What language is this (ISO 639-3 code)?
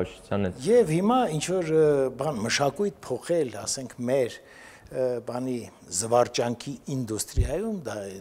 hye